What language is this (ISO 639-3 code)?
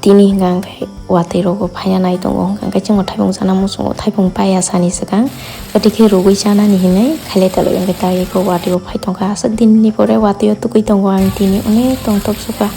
trp